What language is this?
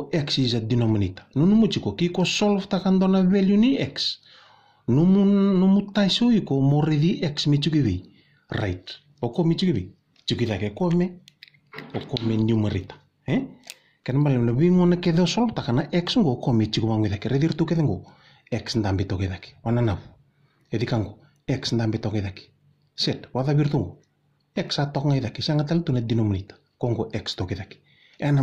Fijian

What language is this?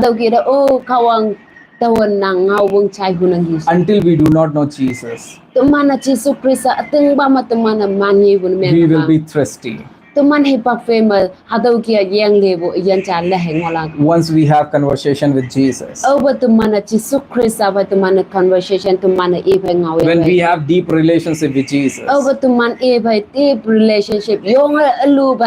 Konyak Naga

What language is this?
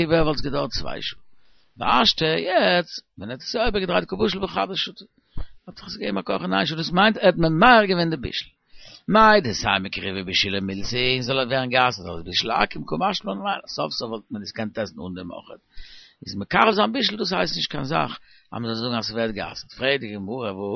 Yiddish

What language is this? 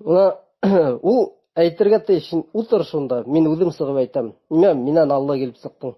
Bashkir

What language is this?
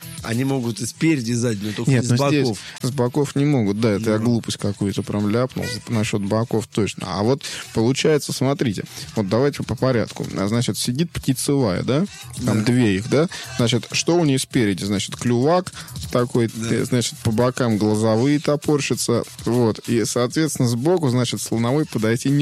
Russian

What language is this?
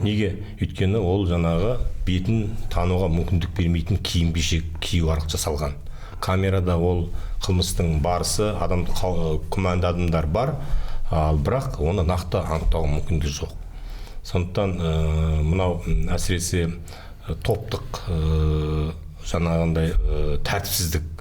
Kazakh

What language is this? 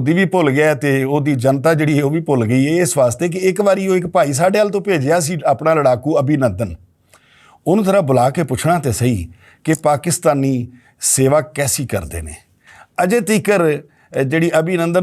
Western Panjabi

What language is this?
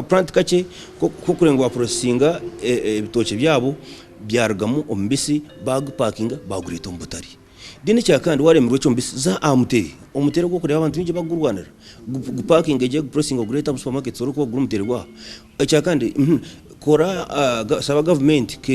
Nyankole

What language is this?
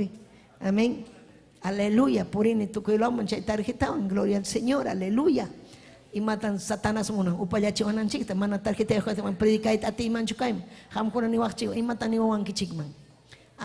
Ayacucho Quechua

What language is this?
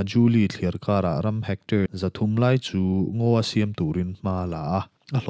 Mizo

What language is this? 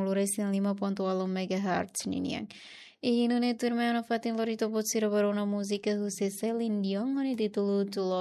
Tetum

